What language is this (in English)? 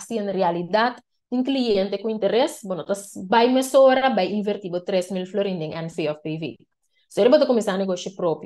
Papiamento